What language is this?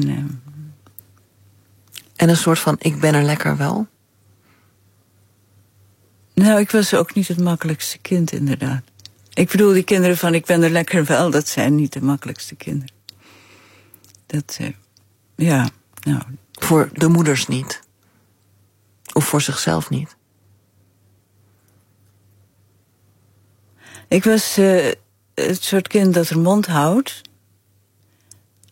Dutch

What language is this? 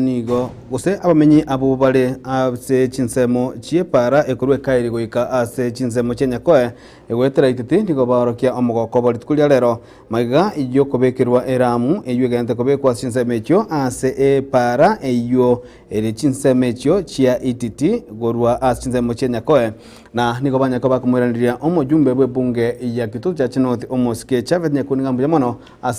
Gusii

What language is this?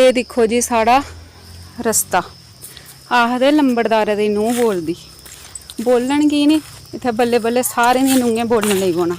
Dogri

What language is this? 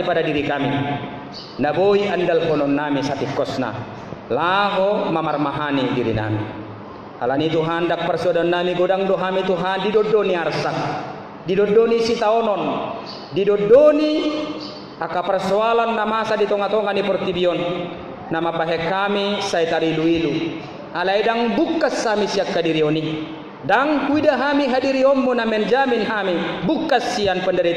Batak Toba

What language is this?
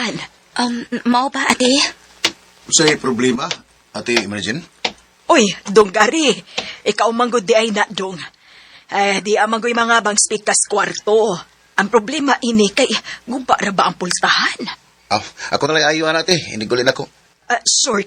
Cebuano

